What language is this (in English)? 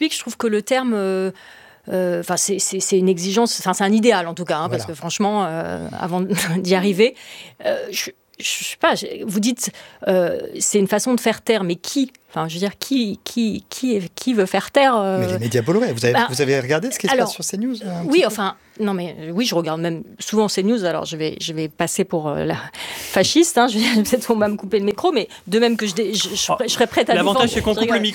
French